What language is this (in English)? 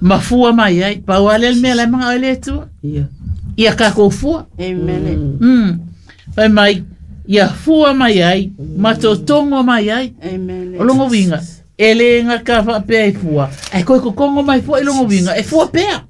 Samoan